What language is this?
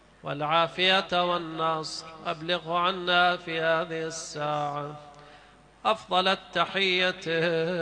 Arabic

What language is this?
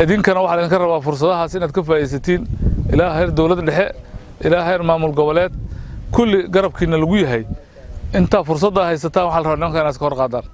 Somali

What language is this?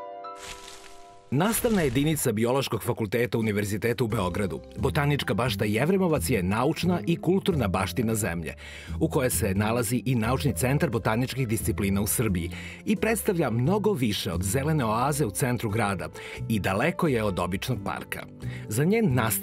Serbian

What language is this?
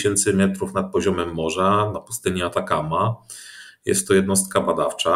Polish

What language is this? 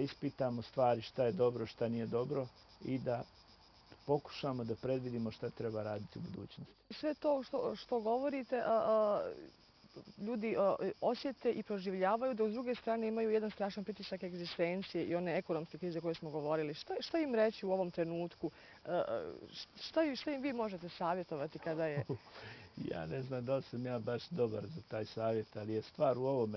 Bosnian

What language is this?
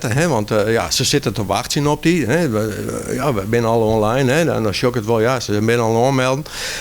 Western Frisian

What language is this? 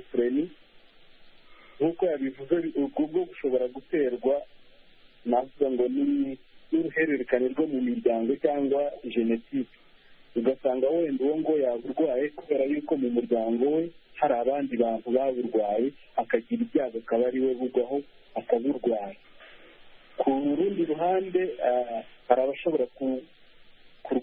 Kinyarwanda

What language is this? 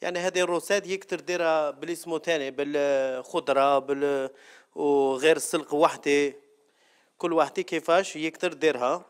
Algerian Arabic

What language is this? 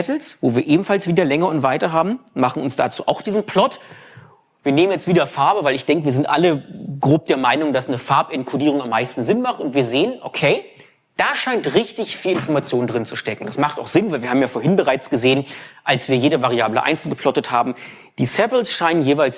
German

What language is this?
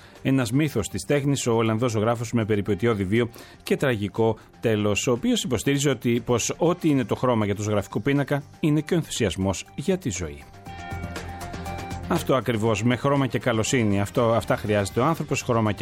Greek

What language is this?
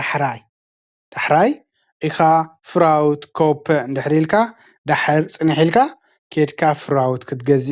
Tigrinya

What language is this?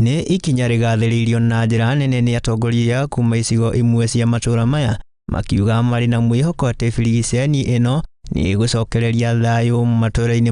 Kikuyu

